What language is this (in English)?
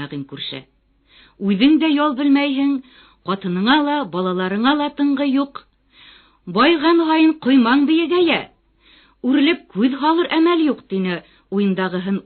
Bashkir